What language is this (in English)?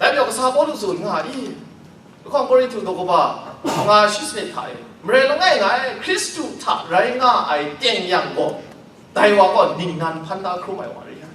Kachin